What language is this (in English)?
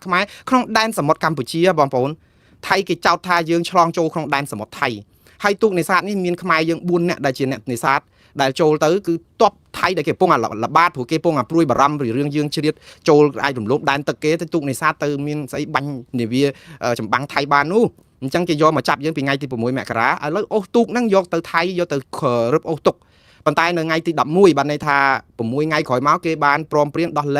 Khmer